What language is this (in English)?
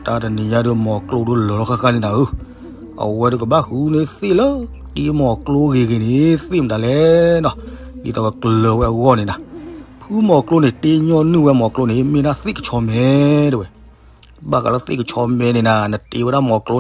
S'gaw Karen